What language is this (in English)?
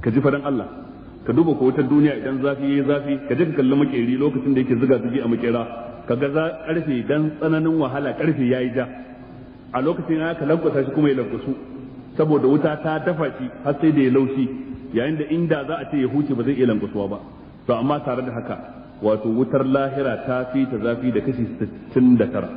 Hausa